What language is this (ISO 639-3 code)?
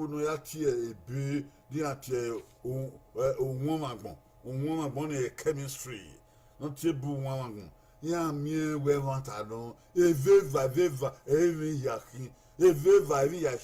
bin